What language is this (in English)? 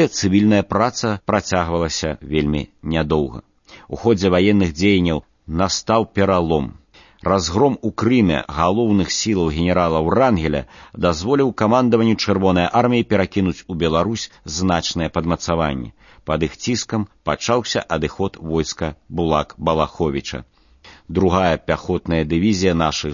Belarusian